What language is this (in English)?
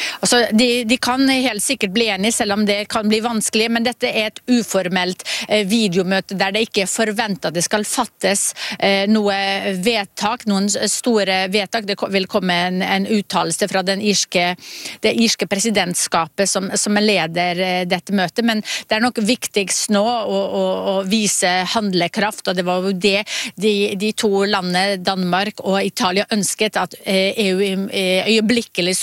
Norwegian